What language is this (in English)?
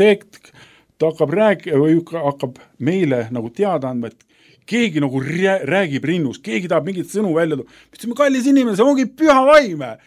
Estonian